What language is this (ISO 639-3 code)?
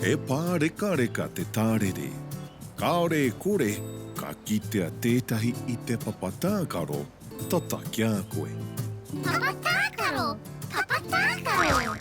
mri